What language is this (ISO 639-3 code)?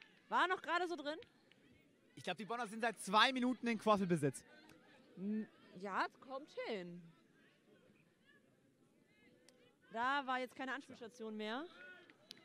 deu